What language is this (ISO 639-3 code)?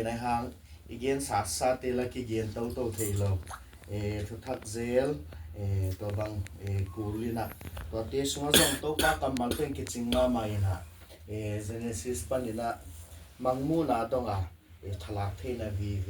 ctd